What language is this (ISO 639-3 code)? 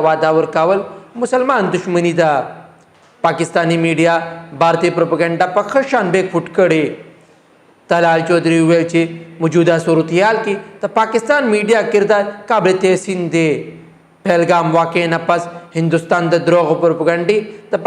pus